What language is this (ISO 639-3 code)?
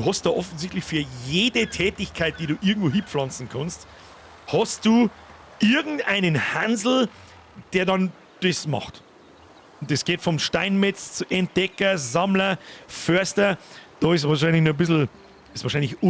bar